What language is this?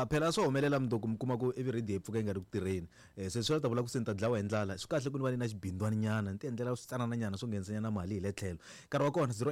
Tsonga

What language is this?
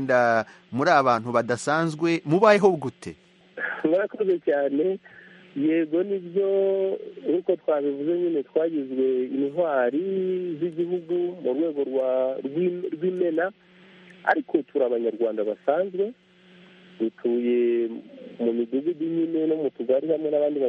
Kinyarwanda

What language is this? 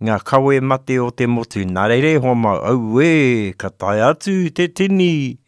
Māori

